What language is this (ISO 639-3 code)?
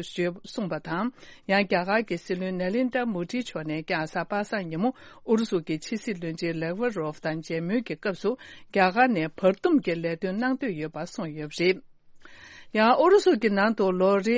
bod